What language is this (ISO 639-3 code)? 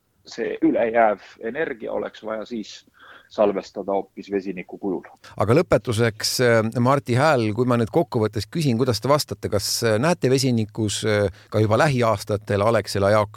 est